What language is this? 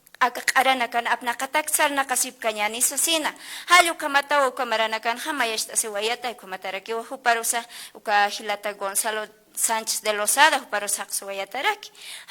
Aymara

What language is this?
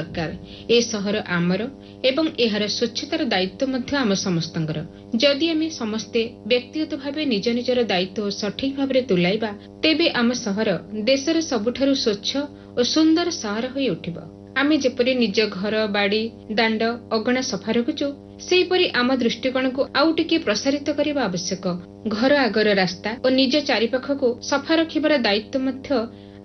Odia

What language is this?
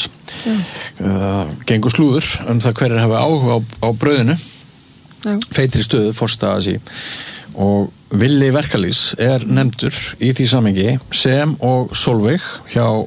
Icelandic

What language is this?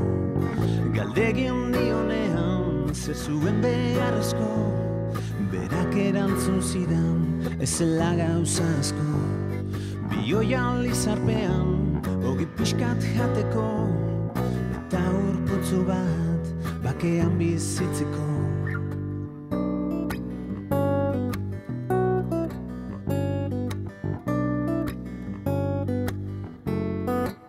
Basque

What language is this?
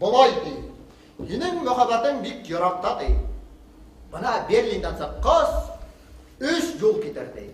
Bashkir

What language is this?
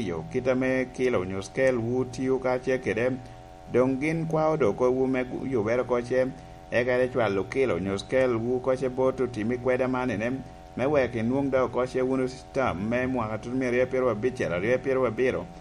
Lango (Uganda)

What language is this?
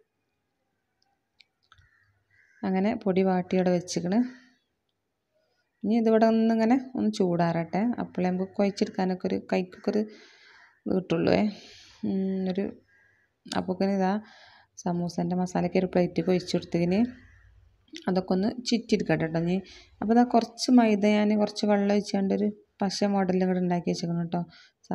Malayalam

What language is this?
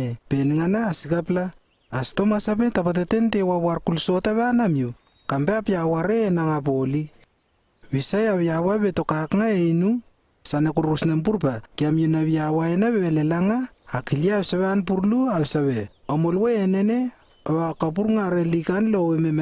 Lewo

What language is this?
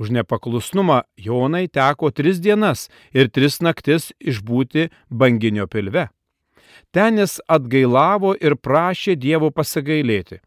Lithuanian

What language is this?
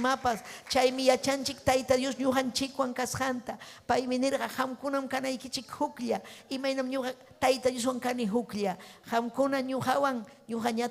Ayacucho Quechua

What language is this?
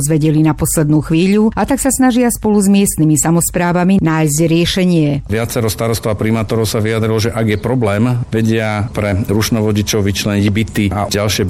Slovak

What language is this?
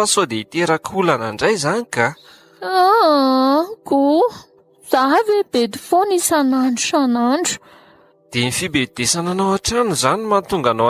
Malagasy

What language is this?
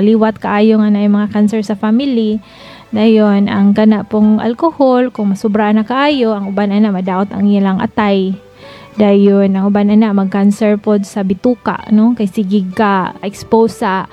Cebuano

